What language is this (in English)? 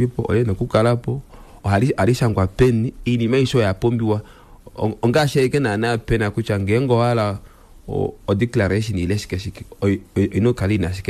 Kuanyama